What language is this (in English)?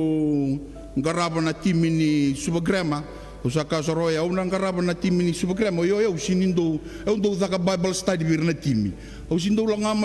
Fijian